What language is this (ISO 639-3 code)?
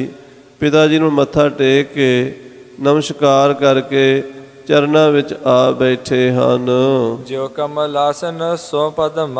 pan